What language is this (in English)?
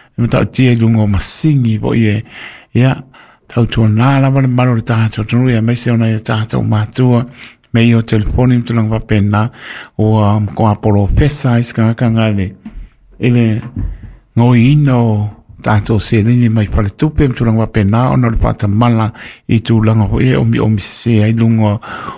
Samoan